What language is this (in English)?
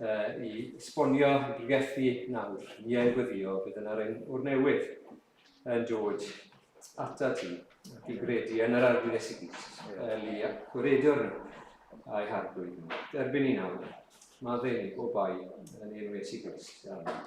Welsh